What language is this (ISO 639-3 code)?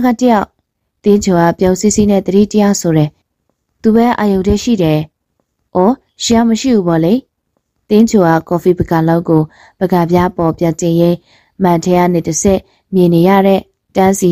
mya